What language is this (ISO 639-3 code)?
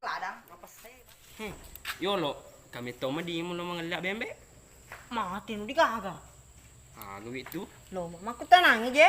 bug